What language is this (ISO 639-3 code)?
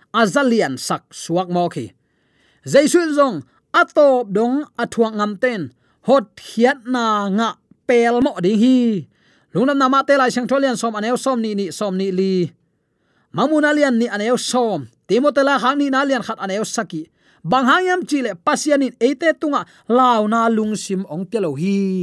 ctd